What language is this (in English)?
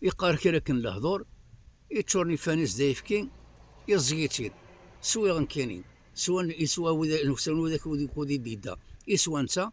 Kabyle